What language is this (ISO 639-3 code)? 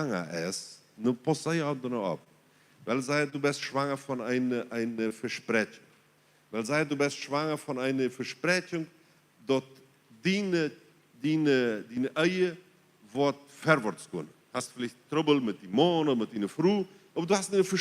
pdt